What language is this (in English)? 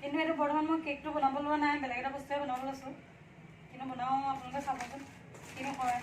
Assamese